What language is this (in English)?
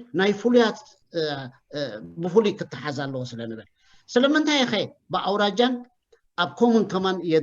Tigrinya